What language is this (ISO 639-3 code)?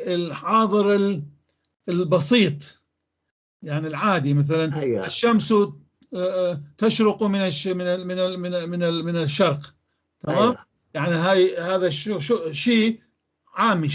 apc